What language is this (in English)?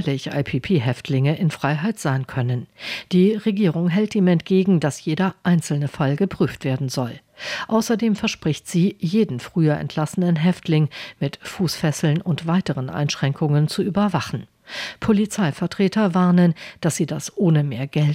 German